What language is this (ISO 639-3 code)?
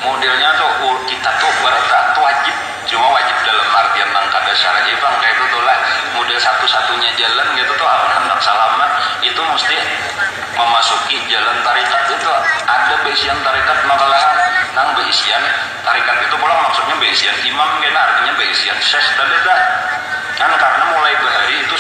bjn